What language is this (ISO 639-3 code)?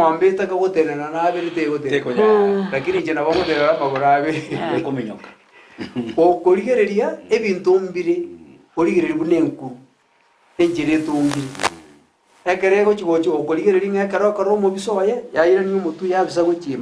guz